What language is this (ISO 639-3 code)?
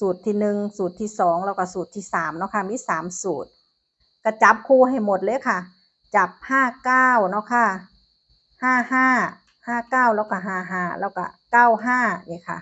tts